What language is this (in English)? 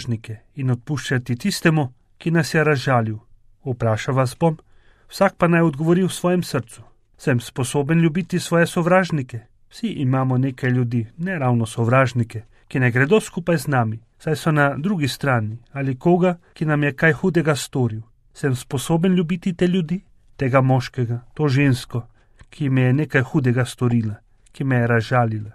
Slovenian